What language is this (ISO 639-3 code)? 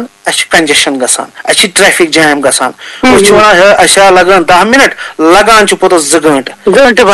kas